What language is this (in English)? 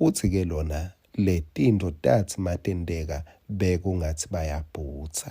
Swati